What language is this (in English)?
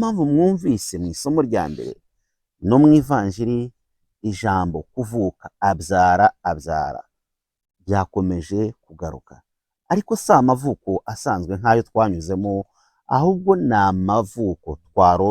Kinyarwanda